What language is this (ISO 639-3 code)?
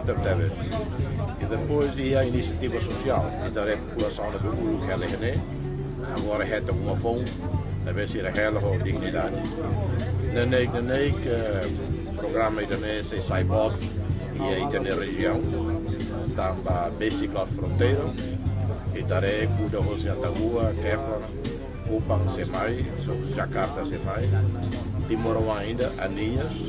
tet